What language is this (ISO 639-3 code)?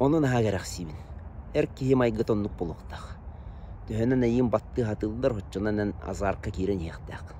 sah